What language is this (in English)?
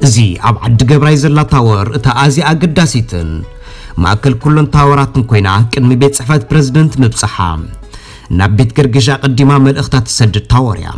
Tigrinya